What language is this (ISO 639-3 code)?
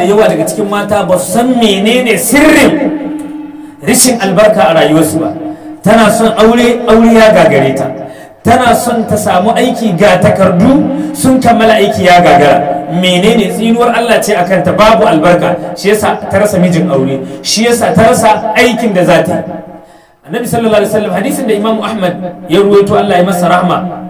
hau